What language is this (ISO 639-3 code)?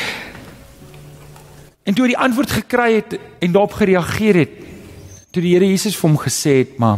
afr